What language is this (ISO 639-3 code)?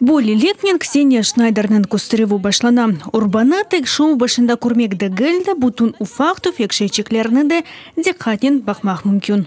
crh